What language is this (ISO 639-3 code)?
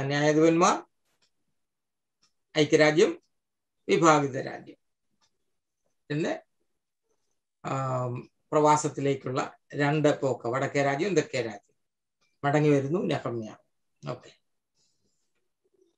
mal